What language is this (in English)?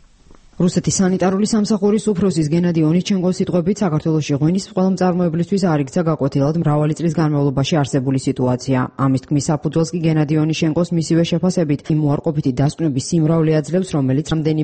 Georgian